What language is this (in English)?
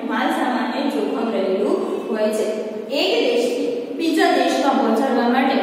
Gujarati